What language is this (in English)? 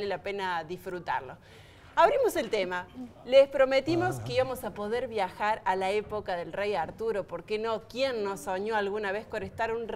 Spanish